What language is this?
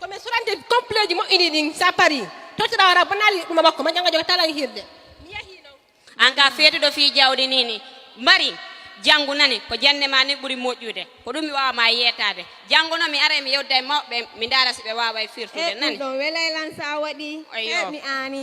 Fula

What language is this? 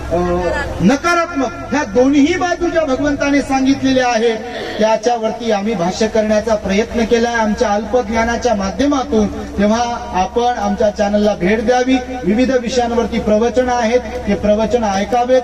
Marathi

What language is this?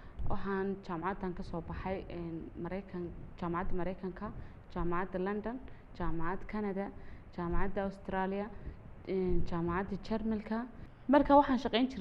Somali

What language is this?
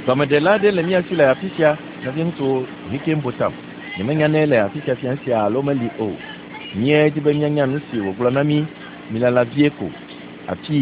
Ewe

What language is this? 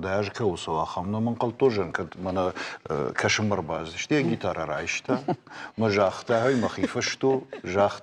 Ossetic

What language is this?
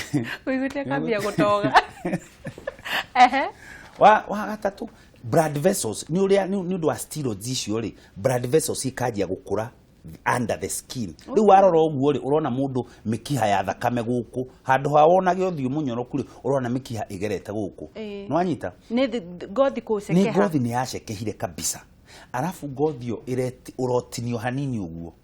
Kikuyu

